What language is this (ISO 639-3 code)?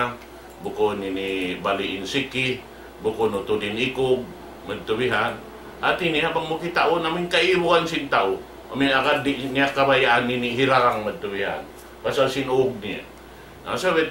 tsg